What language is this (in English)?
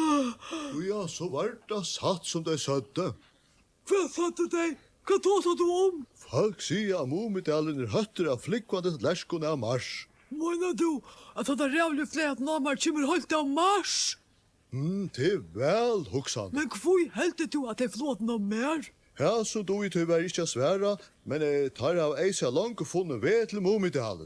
Faroese